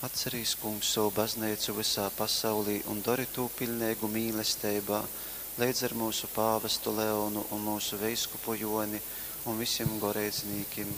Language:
Latgalian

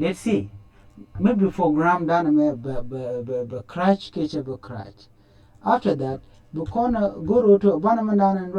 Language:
Nuer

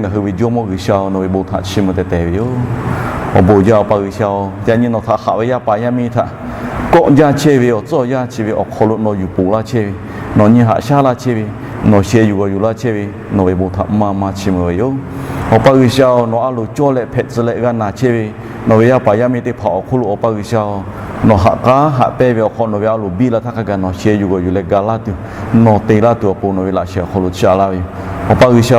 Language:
Lahu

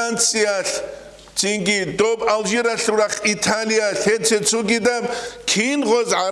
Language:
Avaric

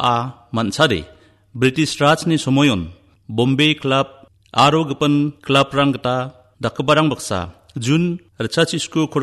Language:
Garo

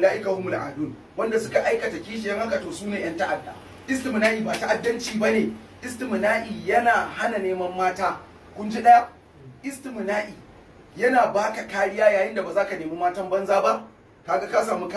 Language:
Hausa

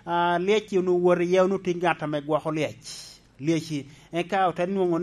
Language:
Lango (Uganda)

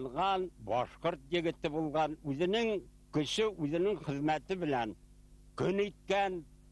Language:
Bashkir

